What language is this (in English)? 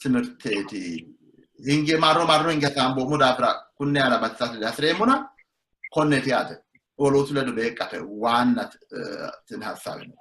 Sidamo